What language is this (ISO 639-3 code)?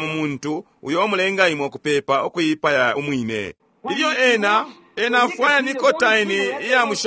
bem